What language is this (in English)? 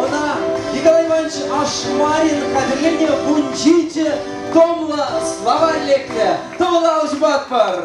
Chuvash